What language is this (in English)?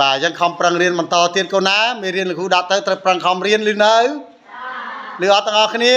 Khmer